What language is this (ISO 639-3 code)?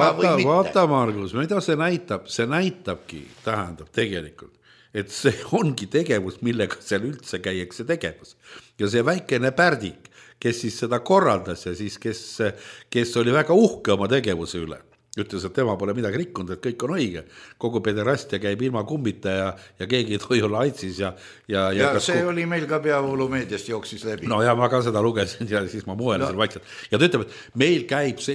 est